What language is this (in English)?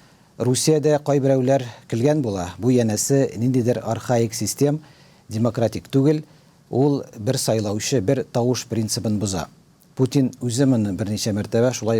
Tatar